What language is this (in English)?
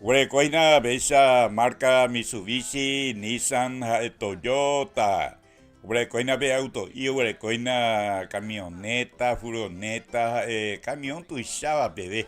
Guarani